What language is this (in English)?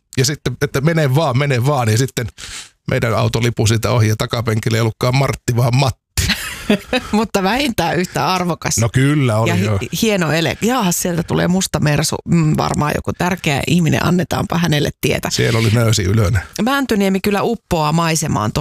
Finnish